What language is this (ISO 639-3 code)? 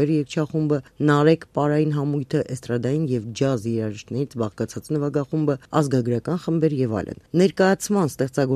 hye